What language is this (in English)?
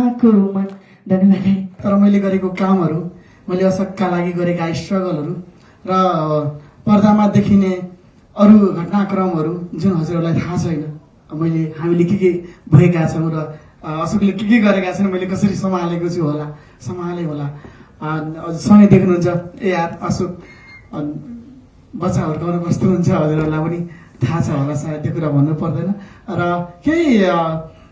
Nepali